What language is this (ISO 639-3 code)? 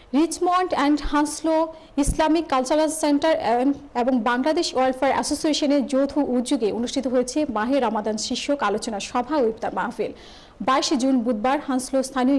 ben